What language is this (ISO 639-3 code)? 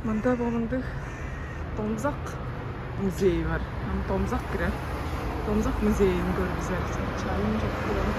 tyv